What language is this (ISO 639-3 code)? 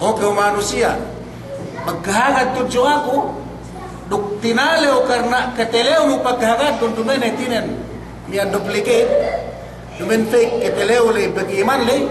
yka